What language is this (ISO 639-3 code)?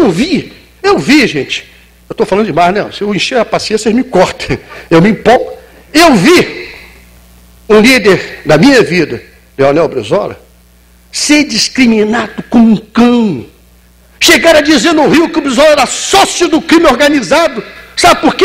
por